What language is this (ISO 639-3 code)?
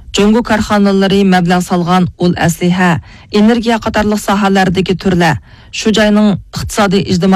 uig